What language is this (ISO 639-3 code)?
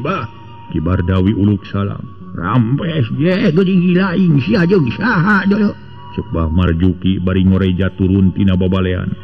sun